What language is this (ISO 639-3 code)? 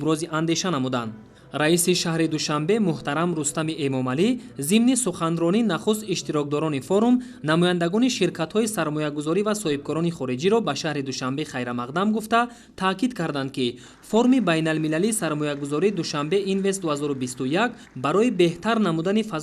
tgk